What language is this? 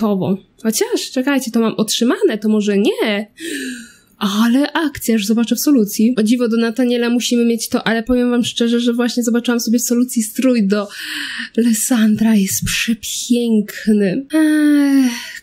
Polish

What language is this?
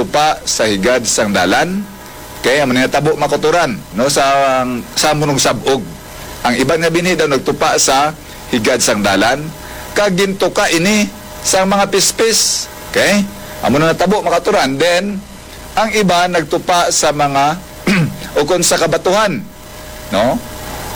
Hiligaynon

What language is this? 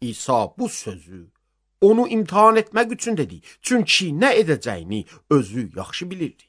Azerbaijani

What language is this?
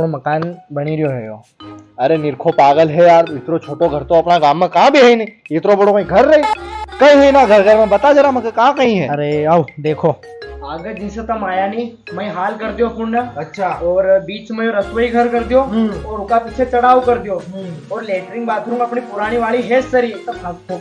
Rajasthani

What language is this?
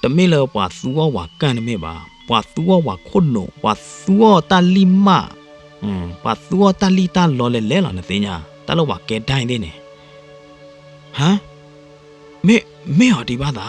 S'gaw Karen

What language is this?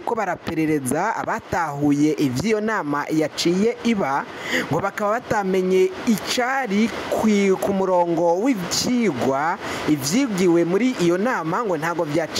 Rundi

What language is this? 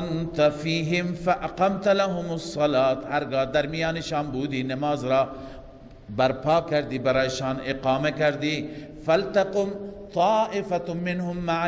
Persian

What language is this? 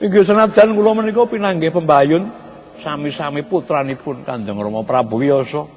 Javanese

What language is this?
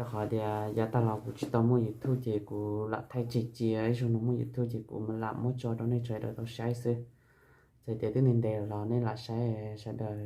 Hmong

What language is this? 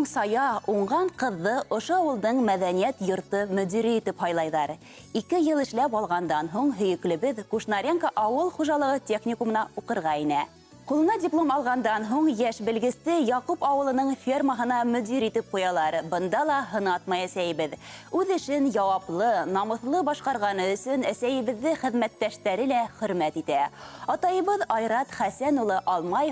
Bashkir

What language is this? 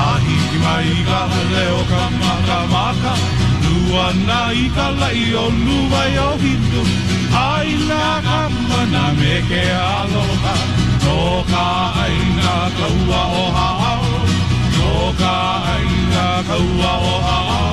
Hawaiian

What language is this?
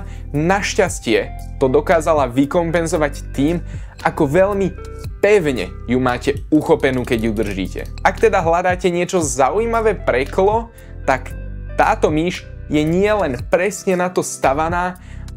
Slovak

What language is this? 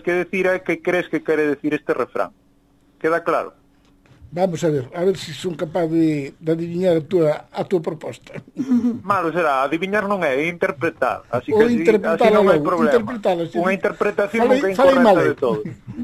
Galician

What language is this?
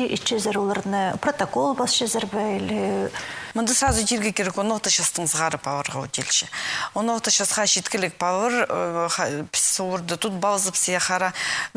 Khakas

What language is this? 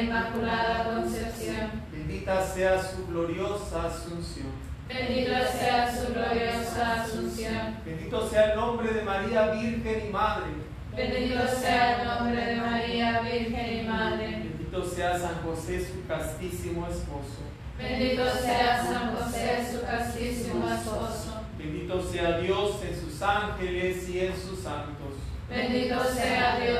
Spanish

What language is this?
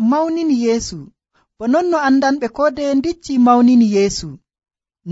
Nigerian Fulfulde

